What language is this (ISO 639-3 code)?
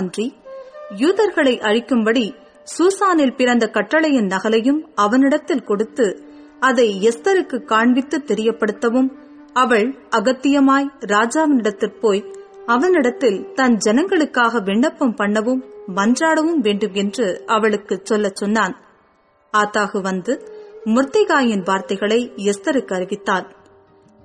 tam